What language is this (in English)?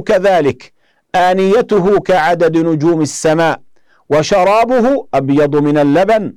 Arabic